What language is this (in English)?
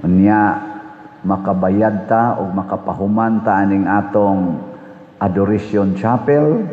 Cebuano